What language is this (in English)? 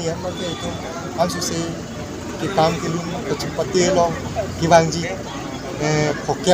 Karbi